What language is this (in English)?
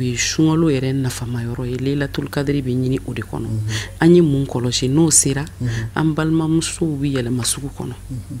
Bambara